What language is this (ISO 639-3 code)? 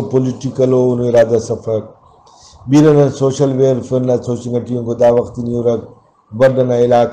brh